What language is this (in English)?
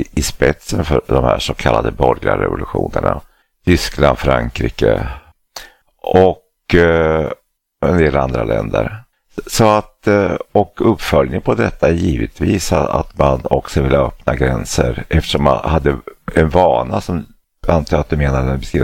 Swedish